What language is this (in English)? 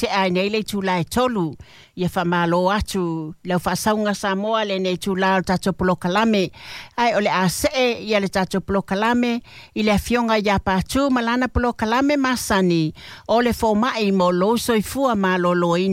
Samoan